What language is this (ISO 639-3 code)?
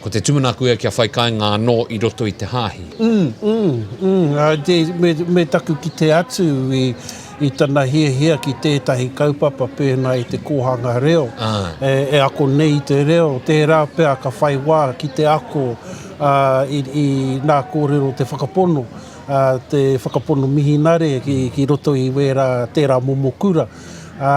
mri